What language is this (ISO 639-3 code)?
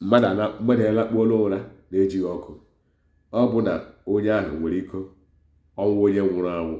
ibo